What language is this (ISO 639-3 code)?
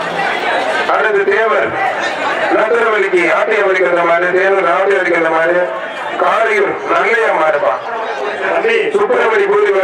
tam